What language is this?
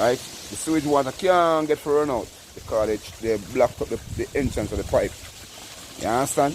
Jamaican Creole English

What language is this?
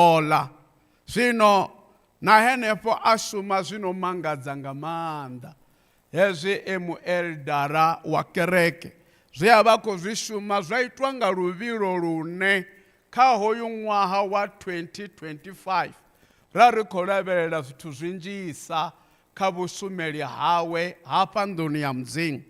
Venda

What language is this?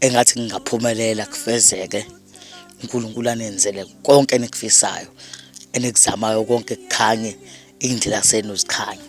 Zulu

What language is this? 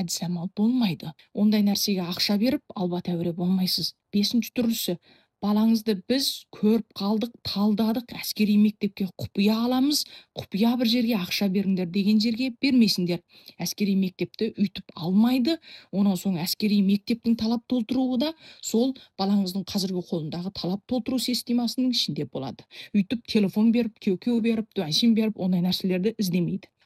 Kazakh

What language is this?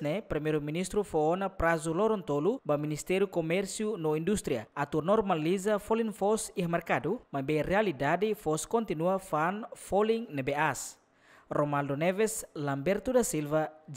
Tetum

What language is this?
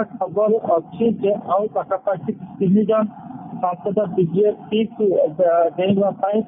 Odia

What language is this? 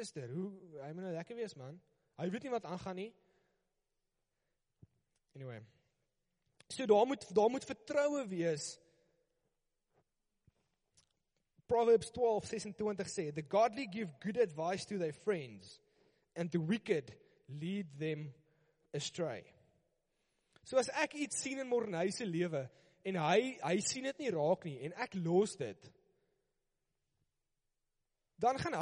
Afrikaans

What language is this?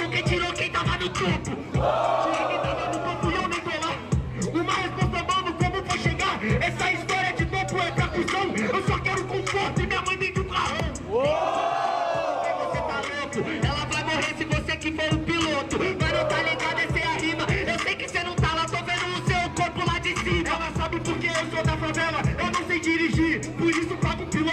Portuguese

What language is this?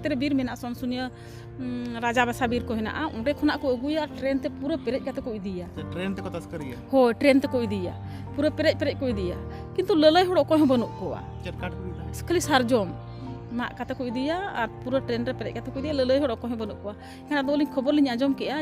Santali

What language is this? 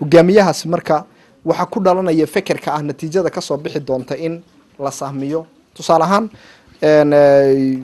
Somali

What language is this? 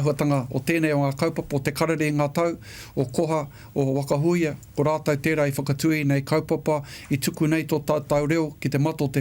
Māori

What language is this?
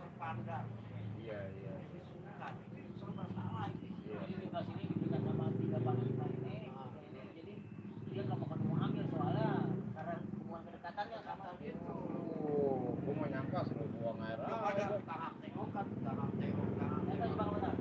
Betawi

